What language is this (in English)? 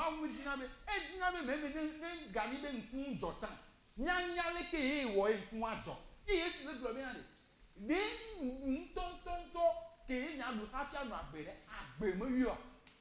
Ewe